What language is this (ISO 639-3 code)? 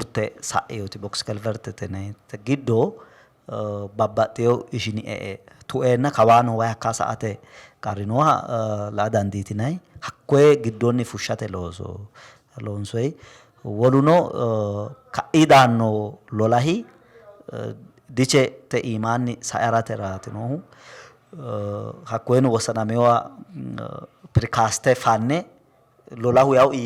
sid